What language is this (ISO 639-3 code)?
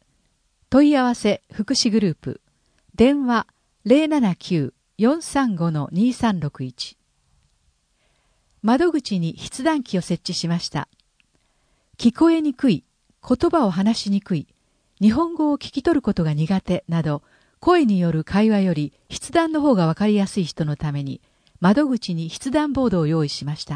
jpn